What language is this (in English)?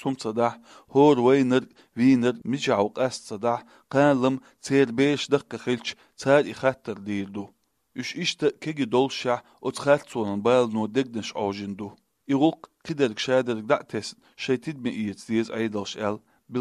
Chechen